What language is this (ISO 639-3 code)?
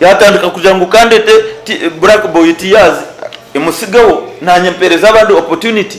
nyn